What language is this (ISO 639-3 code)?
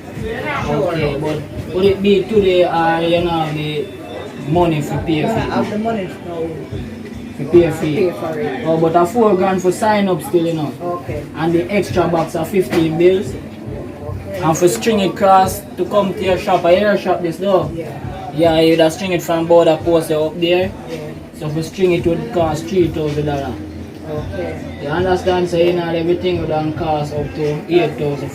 jam